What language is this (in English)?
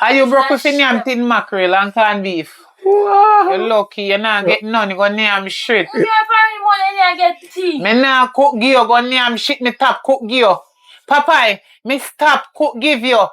Jamaican Creole English